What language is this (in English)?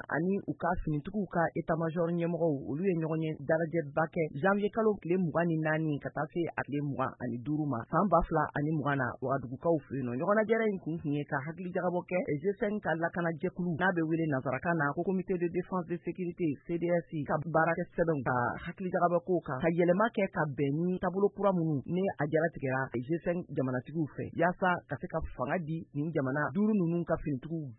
Bambara